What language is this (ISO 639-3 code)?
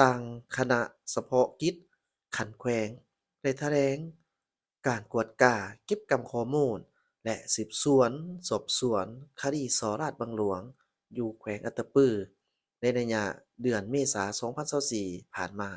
lao